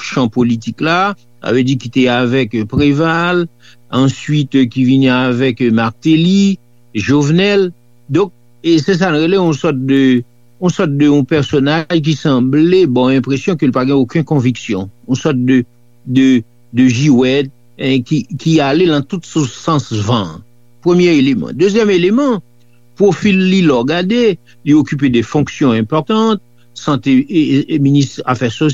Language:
Haitian Creole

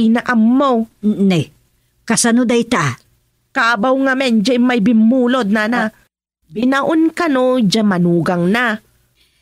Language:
Iloko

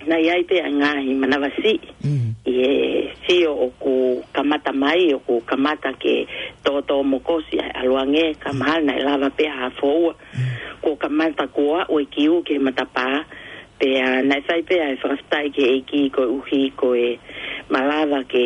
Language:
Tongan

